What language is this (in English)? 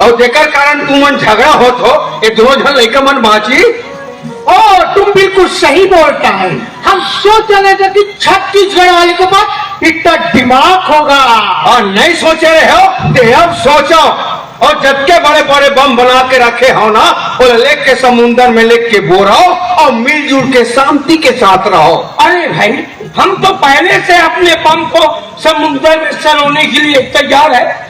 Chhattisgarhi